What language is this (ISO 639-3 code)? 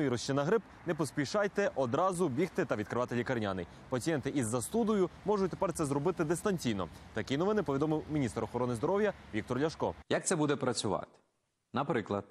ukr